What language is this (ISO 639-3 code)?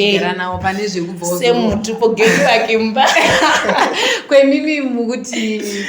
sna